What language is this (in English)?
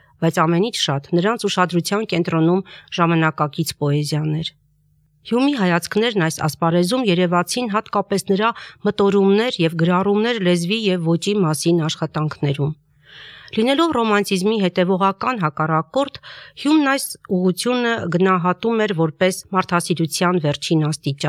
Armenian